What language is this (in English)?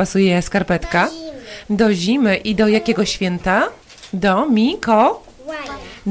Polish